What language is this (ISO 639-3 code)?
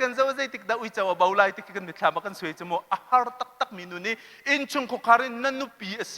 cnh